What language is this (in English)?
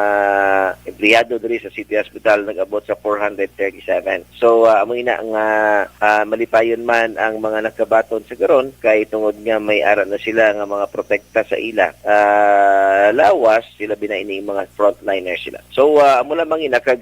Hiligaynon